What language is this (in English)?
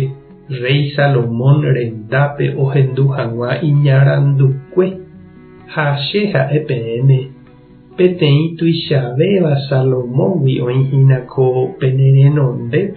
Guarani